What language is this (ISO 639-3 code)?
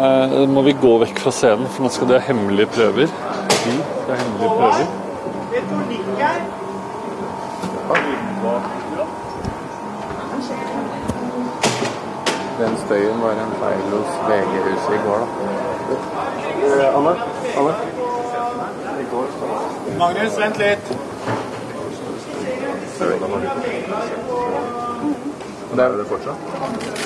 nor